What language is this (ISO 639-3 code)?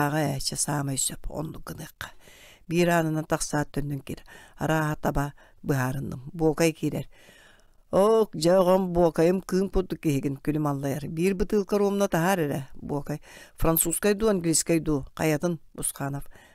sah